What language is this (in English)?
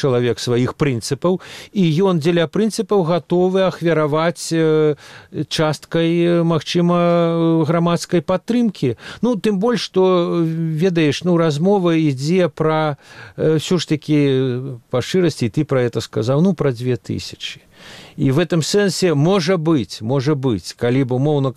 Belarusian